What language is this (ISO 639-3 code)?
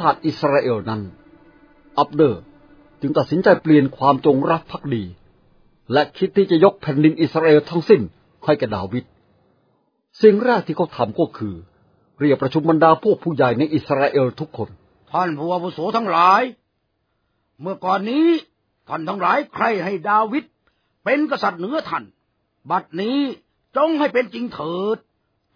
tha